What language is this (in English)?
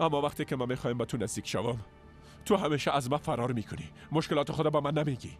Persian